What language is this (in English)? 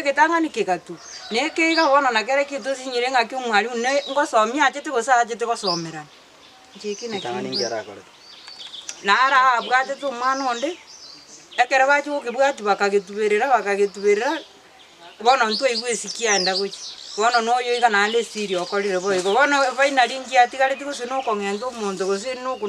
Gusii